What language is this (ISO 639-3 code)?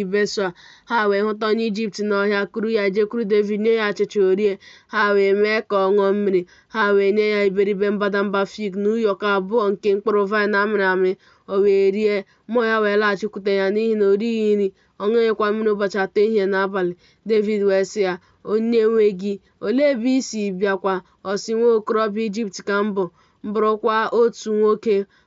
ibo